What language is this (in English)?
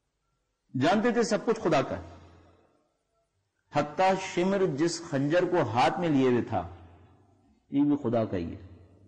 Urdu